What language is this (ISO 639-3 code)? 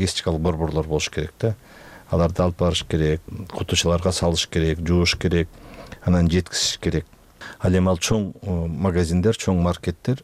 kir